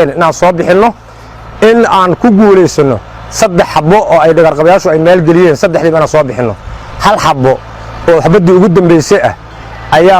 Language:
Somali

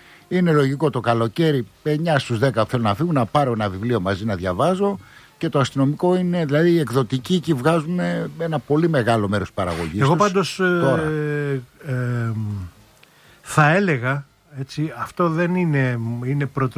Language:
Greek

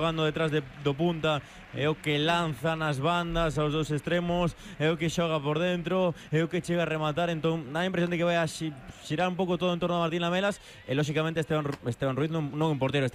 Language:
Galician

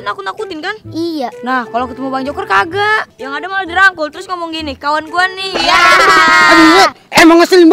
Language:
Betawi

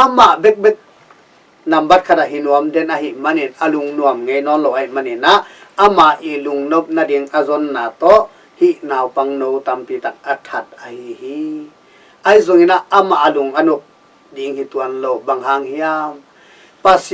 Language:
Tedim Chin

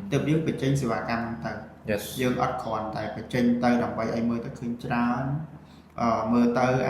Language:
Khmer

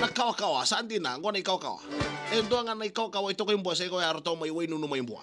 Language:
Fijian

